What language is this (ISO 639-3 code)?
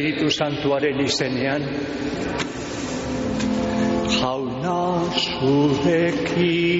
eus